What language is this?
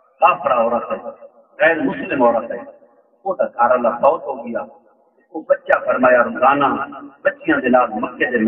Saraiki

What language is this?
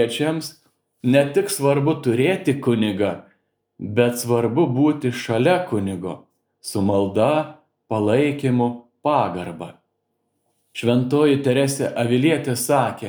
Lithuanian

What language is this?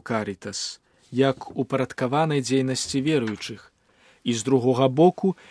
Belarusian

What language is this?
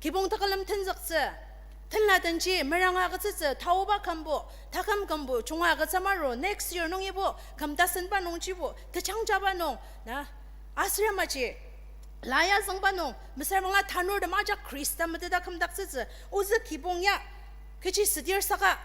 Ao Naga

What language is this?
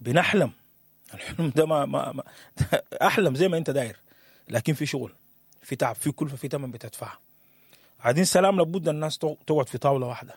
Sudanese Arabic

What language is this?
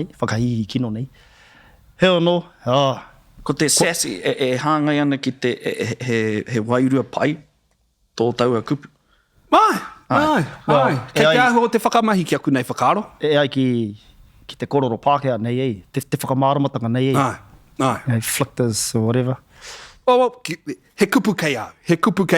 Māori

